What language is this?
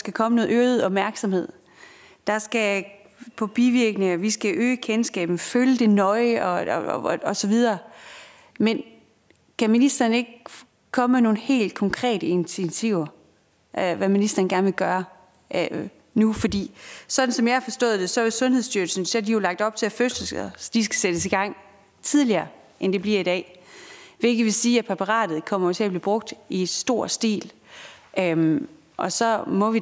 Danish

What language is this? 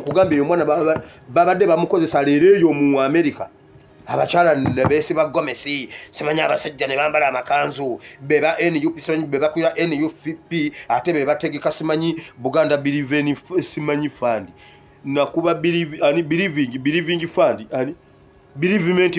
Ganda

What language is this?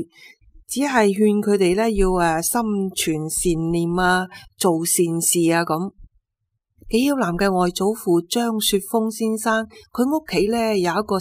Cantonese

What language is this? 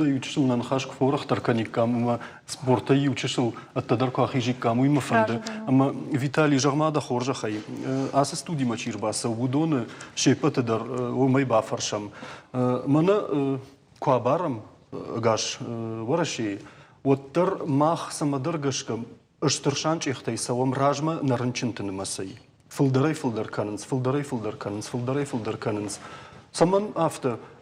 Ossetic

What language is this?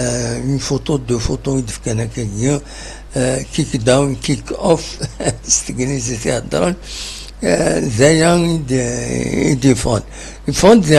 Kabyle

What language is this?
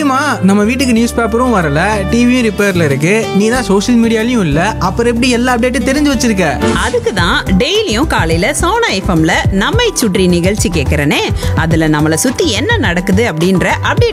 Tamil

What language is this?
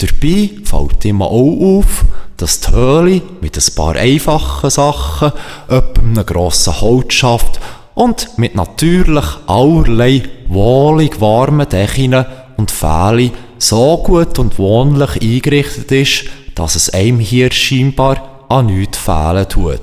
Swiss German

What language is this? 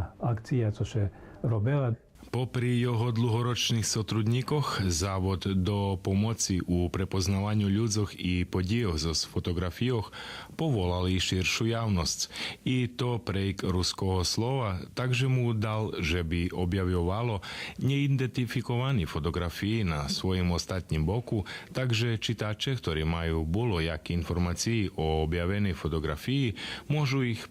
Rusyn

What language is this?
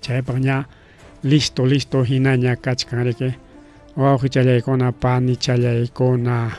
Ayacucho Quechua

